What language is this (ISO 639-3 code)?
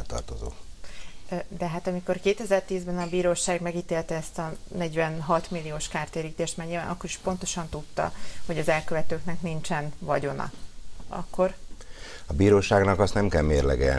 hun